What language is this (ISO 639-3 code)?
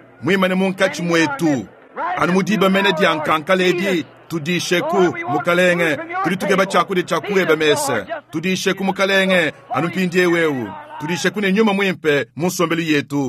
lua